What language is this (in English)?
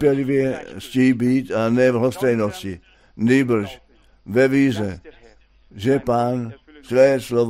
Czech